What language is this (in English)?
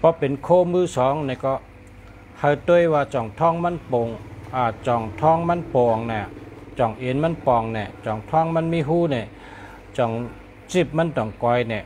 Shan